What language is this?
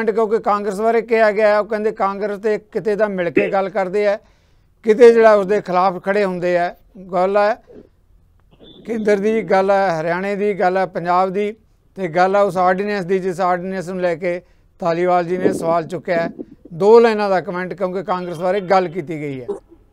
Punjabi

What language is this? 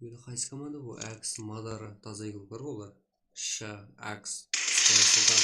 Kara-Kalpak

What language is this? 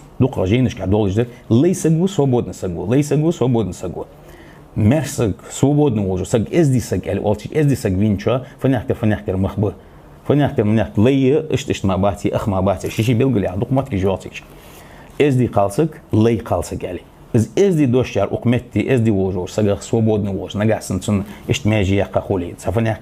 Ingush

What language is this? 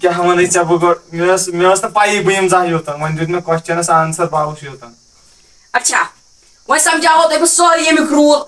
Kashmiri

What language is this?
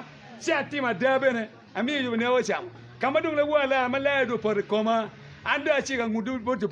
Acoli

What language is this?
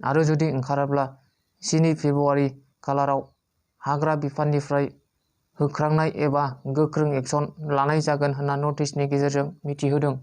Bodo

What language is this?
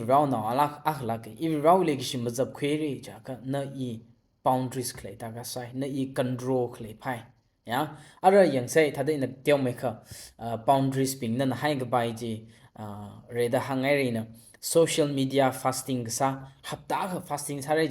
Tangkhul Naga (India)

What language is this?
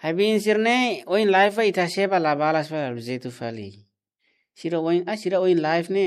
Tetum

